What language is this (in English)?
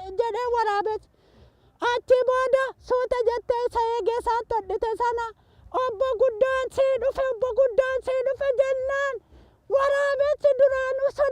Oromo